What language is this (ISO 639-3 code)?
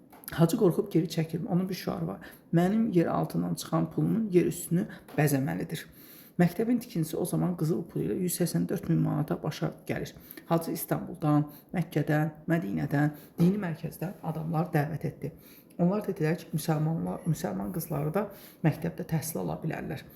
aze